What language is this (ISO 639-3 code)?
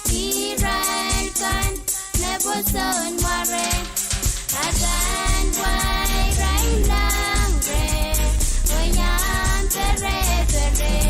pon